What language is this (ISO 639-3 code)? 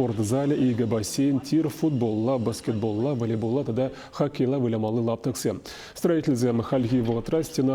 chv